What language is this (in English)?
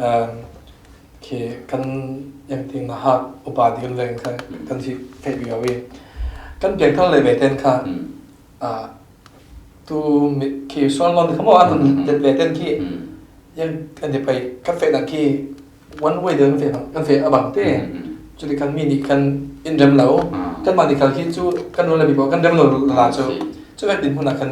Falam Chin